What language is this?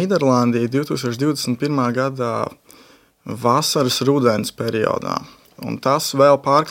Latvian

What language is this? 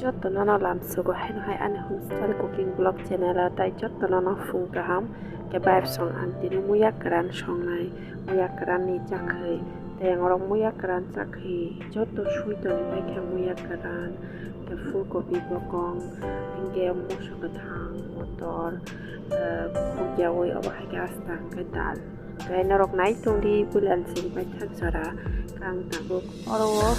Kok Borok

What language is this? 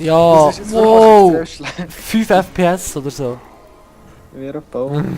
Swiss German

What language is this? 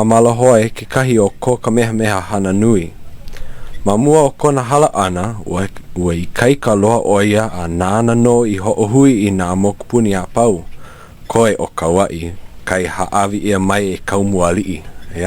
Hawaiian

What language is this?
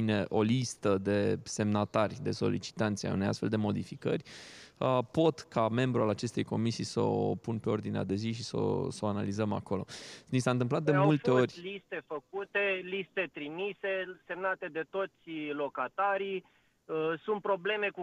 Romanian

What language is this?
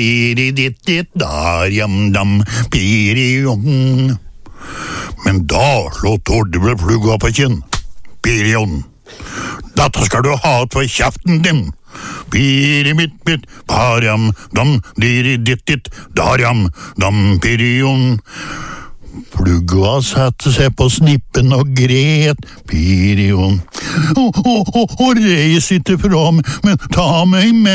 Norwegian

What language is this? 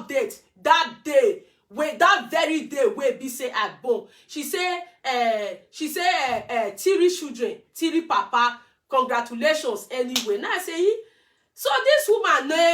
Nigerian Pidgin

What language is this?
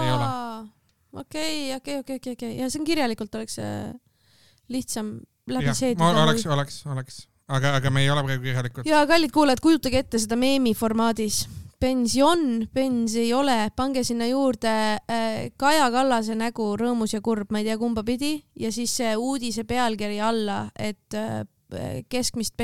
Estonian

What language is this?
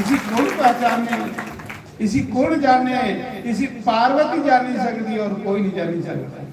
Dogri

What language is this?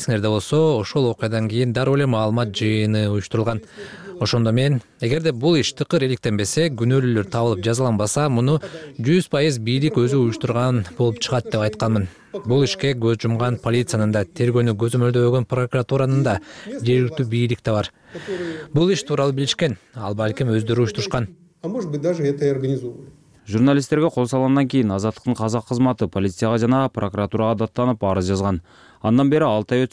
Kyrgyz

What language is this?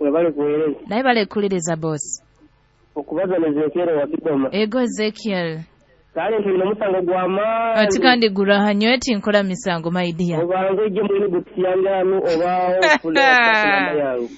Nyoro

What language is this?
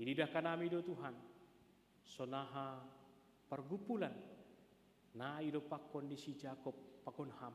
Batak Simalungun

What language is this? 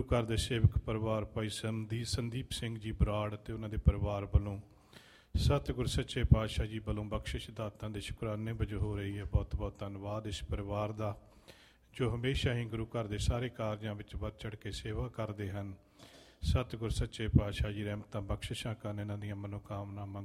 Punjabi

